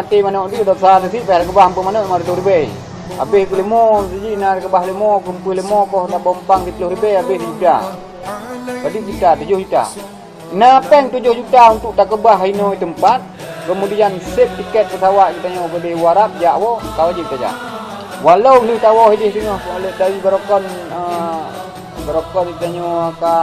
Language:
Achinese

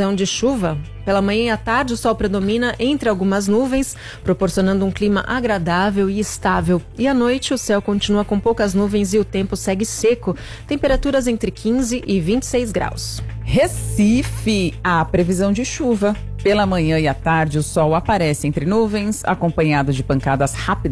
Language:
Portuguese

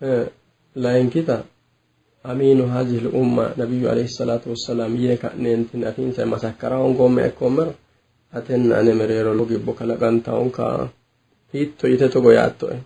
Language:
Sidamo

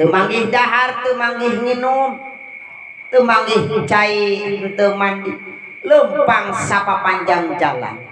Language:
Sundanese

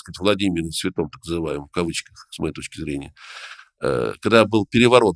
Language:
Russian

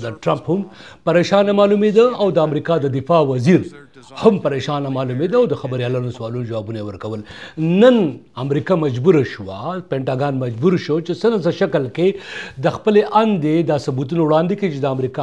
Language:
Pashto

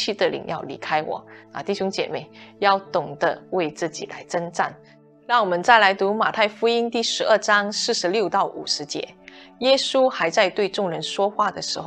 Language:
Chinese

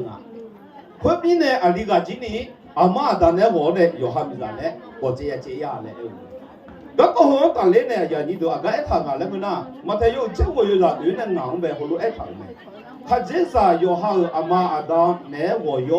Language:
Akha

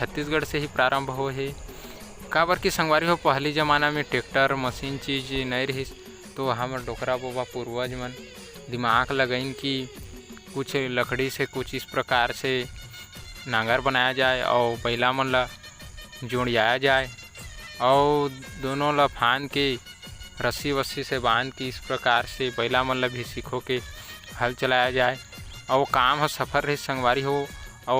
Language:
Chhattisgarhi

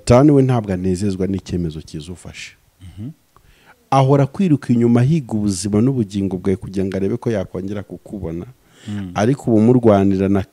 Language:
Kinyarwanda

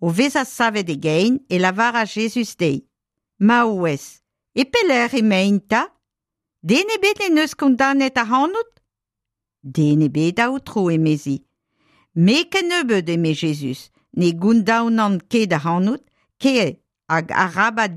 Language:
Breton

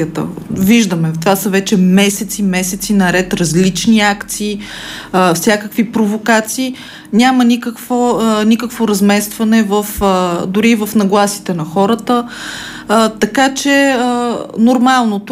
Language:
Bulgarian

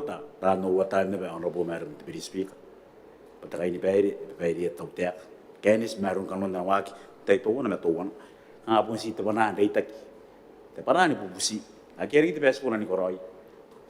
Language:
Gilbertese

